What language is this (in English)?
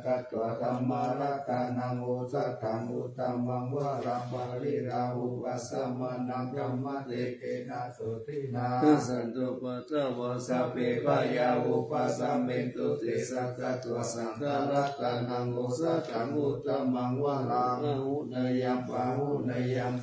Pali